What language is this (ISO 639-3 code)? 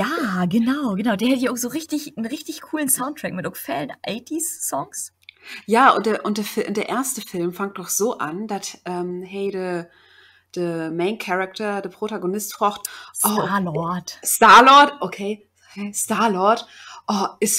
nds